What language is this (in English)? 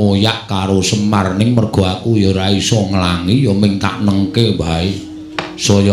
Javanese